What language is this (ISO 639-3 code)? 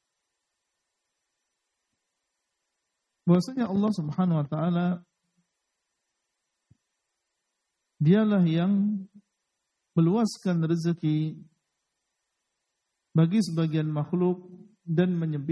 ind